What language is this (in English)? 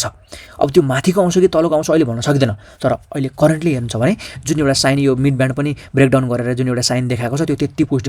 Nepali